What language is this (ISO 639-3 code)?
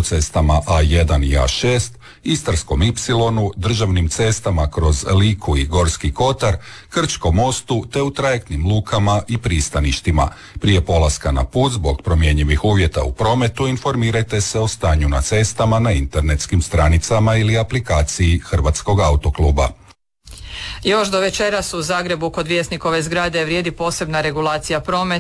hrv